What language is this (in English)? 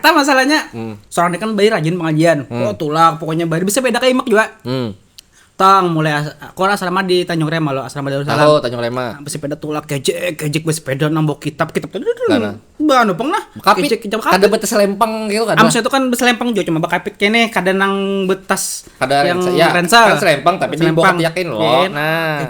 Banjar